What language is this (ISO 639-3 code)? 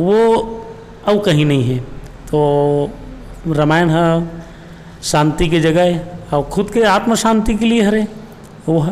hne